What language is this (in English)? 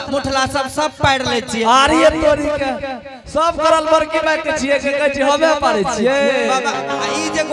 Angika